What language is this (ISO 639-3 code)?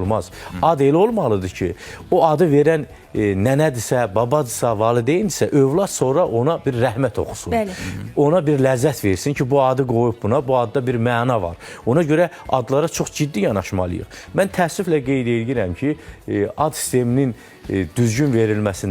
aze